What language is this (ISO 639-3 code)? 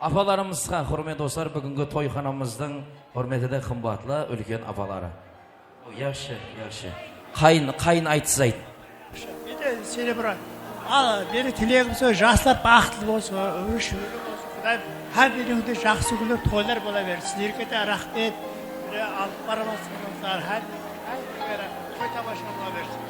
kaa